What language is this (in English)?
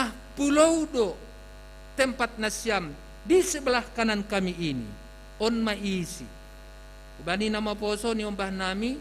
Batak Simalungun